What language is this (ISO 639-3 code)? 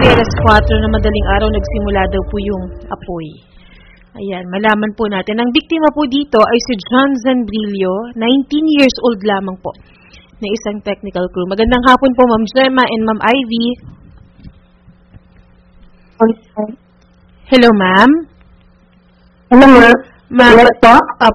fil